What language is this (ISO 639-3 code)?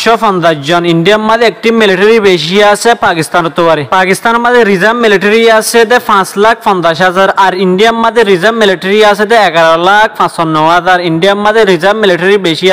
rhg